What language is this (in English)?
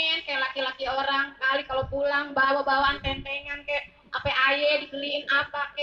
Betawi